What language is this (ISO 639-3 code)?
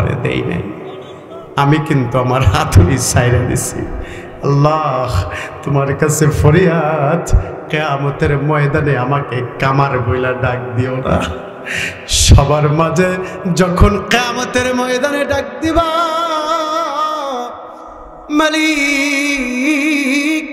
ben